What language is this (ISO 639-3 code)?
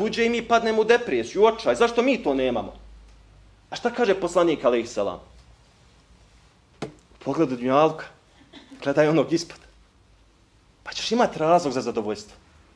bos